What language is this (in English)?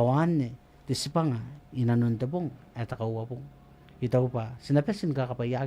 Gilbertese